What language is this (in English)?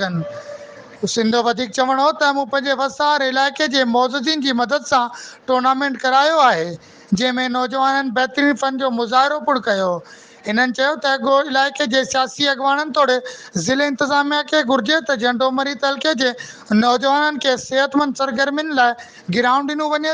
Sindhi